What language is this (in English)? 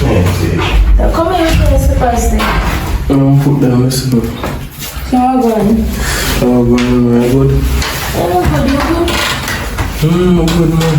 Jamaican Creole English